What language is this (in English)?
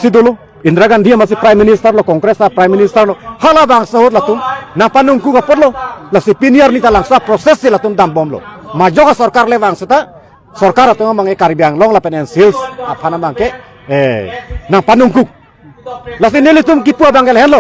Karbi